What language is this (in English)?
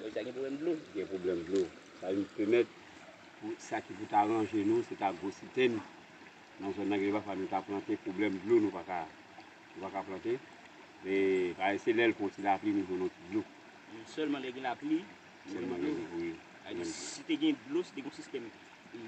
Haitian Creole